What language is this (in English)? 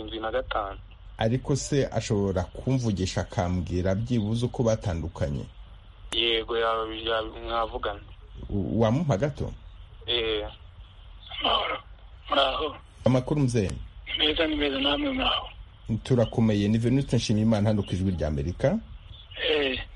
Kinyarwanda